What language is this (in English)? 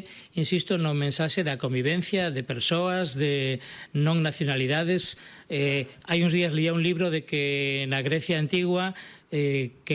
Galician